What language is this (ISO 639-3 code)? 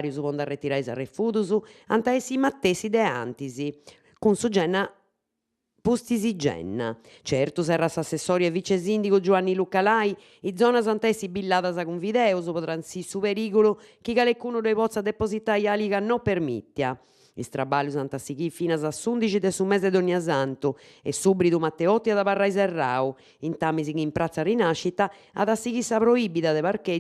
srd